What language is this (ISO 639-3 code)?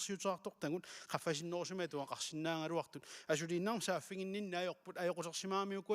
kal